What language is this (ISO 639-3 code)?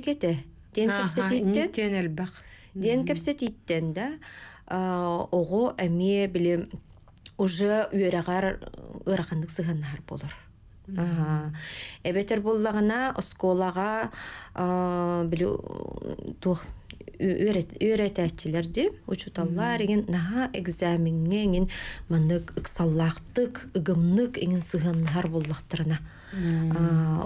sah